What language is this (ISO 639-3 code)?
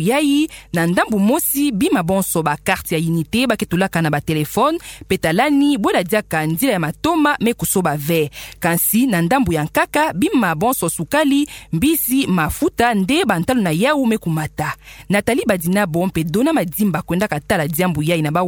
ktu